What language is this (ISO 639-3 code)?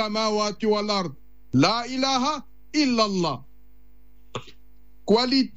afr